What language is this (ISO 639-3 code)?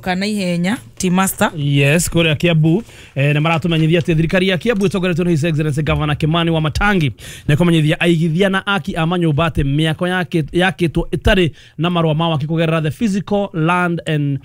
kik